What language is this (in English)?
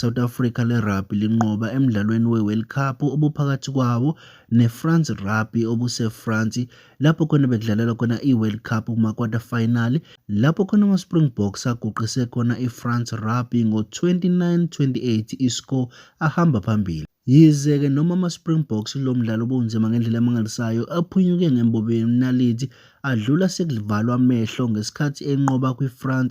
Zulu